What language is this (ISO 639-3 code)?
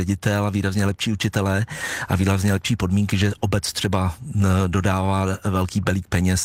ces